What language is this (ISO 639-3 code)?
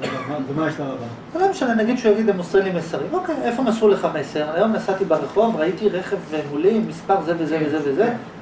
heb